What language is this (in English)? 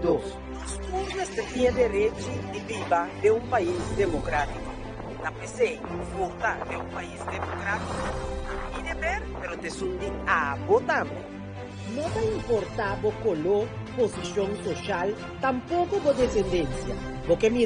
Papiamento